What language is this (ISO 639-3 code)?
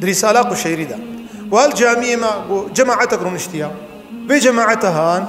kur